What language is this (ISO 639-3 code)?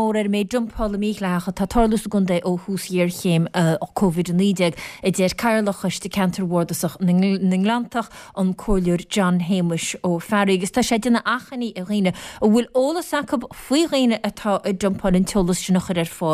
gle